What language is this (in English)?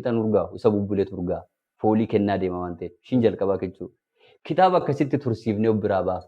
Oromo